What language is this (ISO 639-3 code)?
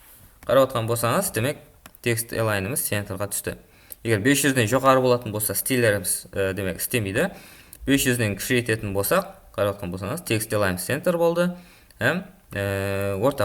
kaa